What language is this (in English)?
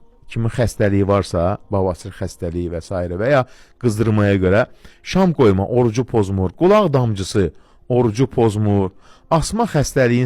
Azerbaijani